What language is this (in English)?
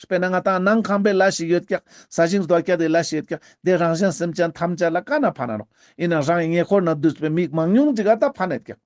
Ladakhi